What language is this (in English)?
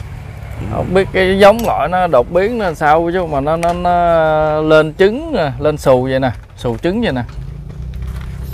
Vietnamese